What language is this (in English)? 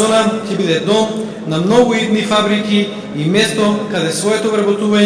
Macedonian